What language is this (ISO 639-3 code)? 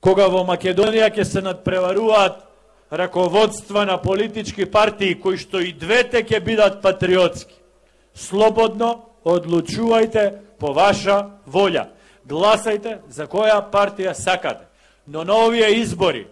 mkd